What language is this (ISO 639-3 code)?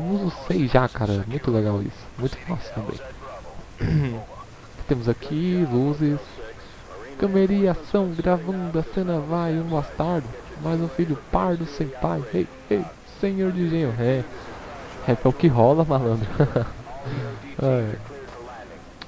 por